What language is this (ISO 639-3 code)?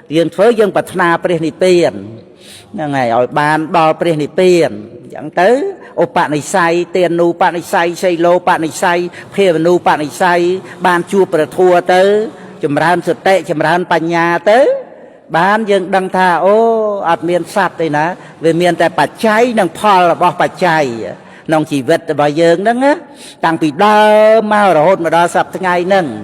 khm